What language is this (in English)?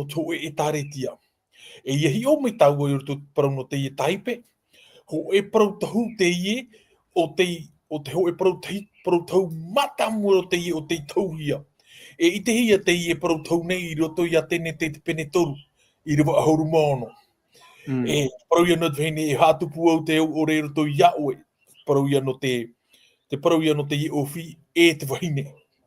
Tahitian